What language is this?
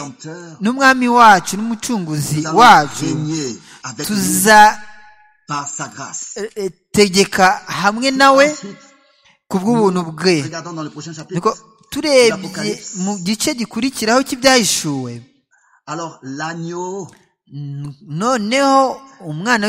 Kinyarwanda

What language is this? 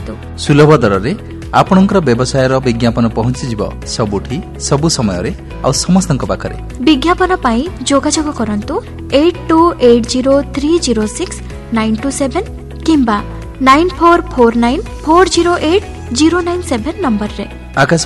Odia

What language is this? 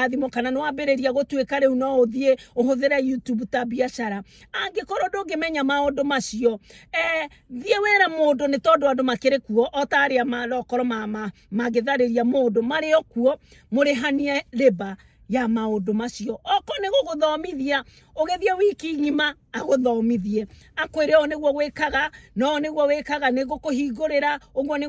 Kikuyu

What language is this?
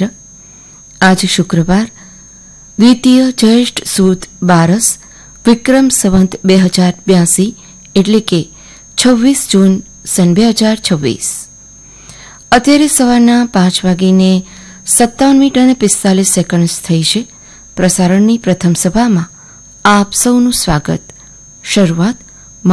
Gujarati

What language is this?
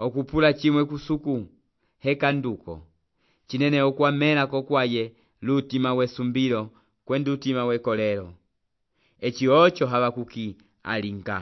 Umbundu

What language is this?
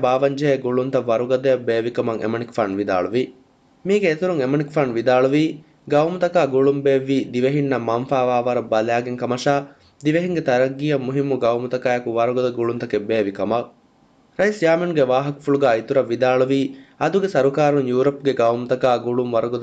Divehi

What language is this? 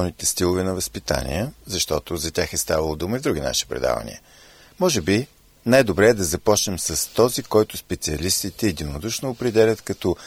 Bulgarian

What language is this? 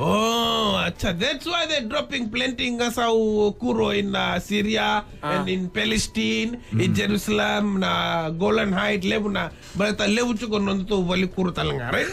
Fijian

